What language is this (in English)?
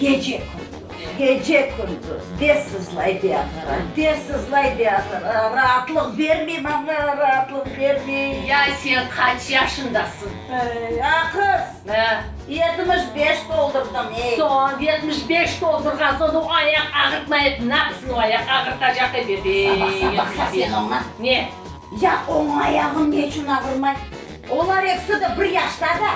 Crimean Tatar